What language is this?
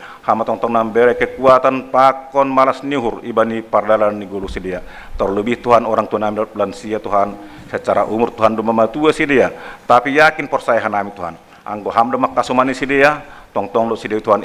Batak Simalungun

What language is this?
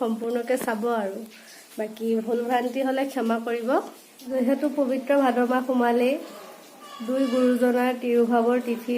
Assamese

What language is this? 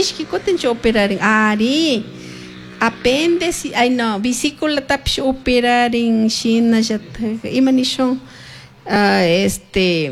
Chimborazo Highland Quichua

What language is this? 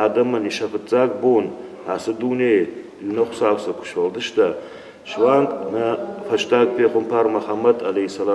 Ossetic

